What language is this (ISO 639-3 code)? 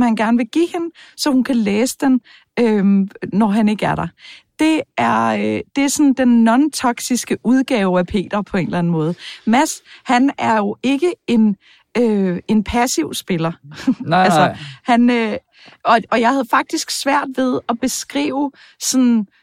dan